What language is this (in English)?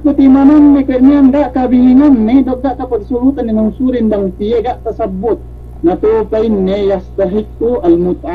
Yakan